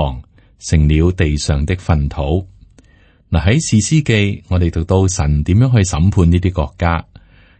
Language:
Cantonese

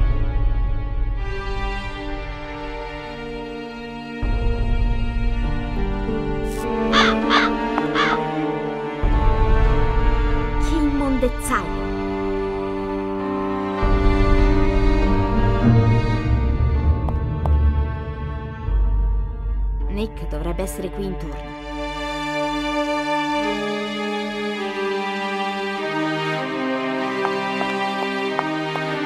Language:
Italian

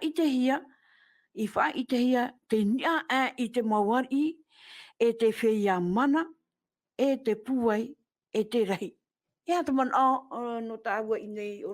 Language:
Tahitian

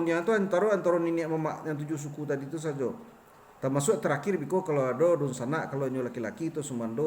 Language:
Minangkabau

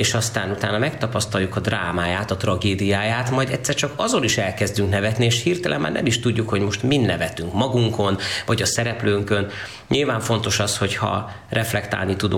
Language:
Hungarian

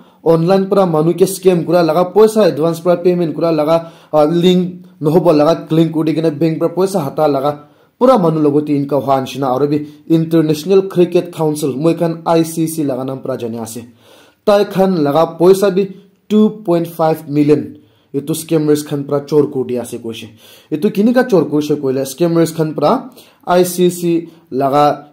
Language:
Naga Pidgin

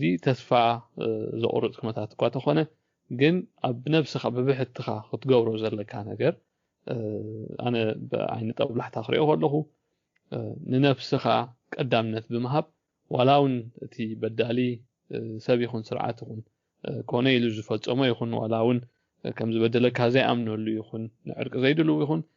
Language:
Tigrinya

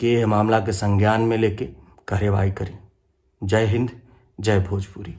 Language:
Bhojpuri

